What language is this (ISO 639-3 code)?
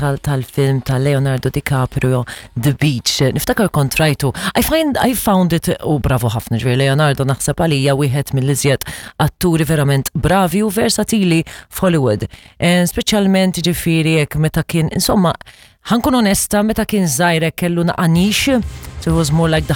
mlt